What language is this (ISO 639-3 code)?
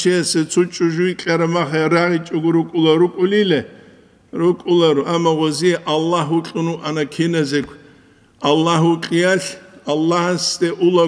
ava